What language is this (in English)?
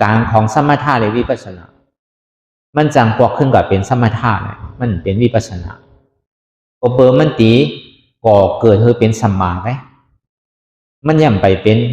Shan